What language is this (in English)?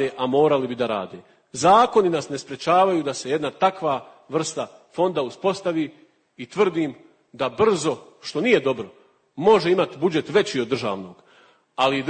Bosnian